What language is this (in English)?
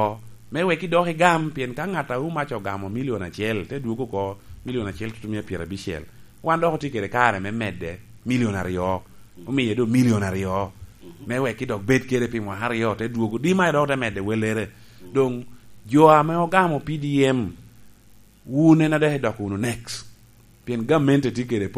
Lango (Uganda)